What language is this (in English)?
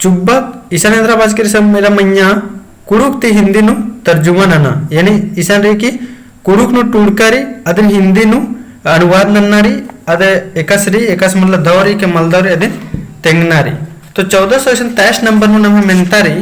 Kurukh